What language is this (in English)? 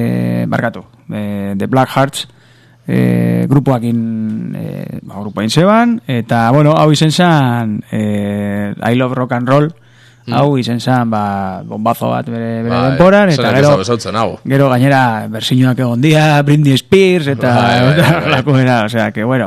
Basque